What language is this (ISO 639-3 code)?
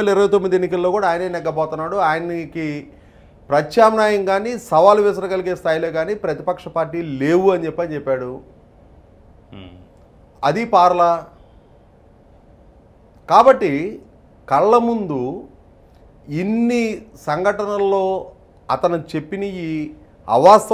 tel